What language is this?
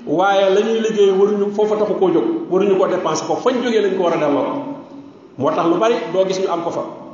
Wolof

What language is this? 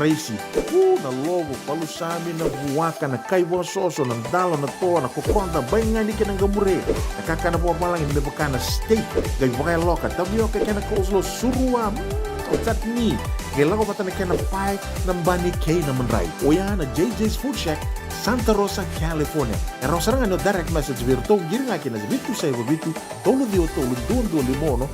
Fijian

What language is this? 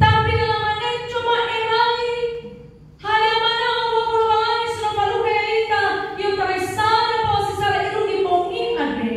Nias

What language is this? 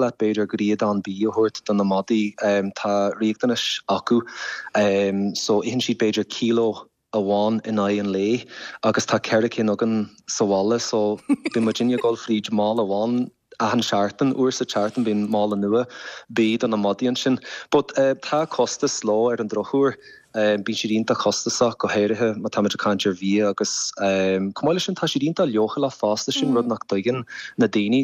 Irish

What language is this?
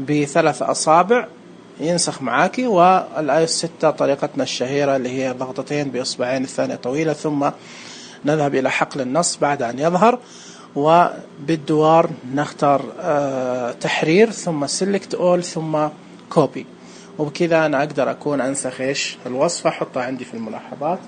Najdi Arabic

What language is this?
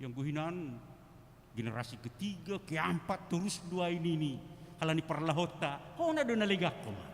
Batak Simalungun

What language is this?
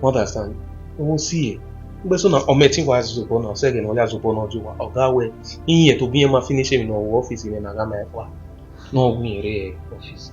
Bini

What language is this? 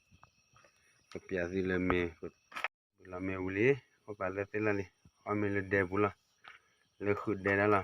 S'gaw Karen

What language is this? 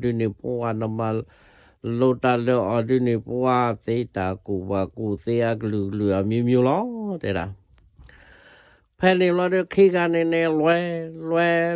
S'gaw Karen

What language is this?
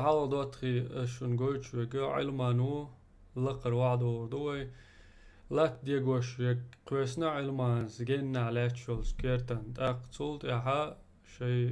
Chechen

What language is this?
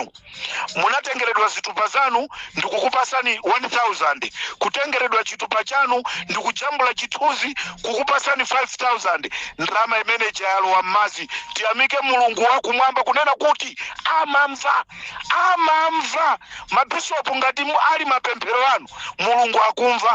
Nyanja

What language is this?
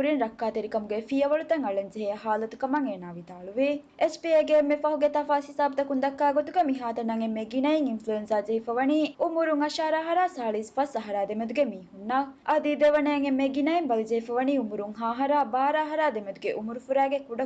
Divehi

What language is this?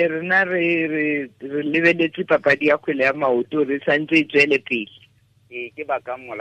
Tswana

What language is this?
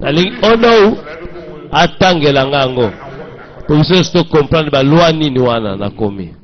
Lingala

